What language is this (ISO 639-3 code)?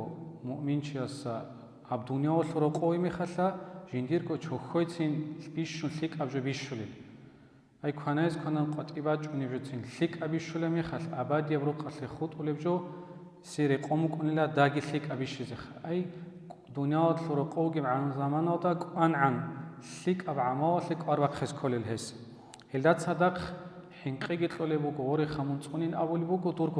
ava